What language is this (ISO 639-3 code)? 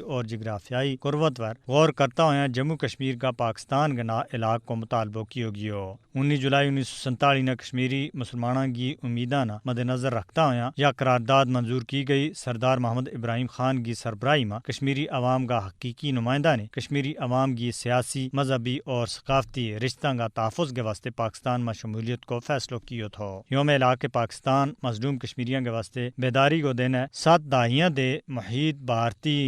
gju